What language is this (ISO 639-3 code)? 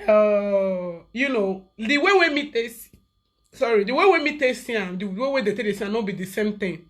pcm